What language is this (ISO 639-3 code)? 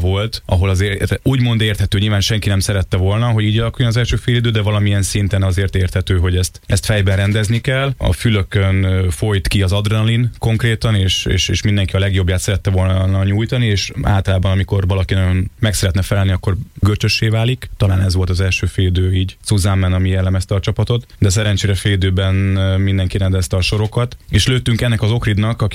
hun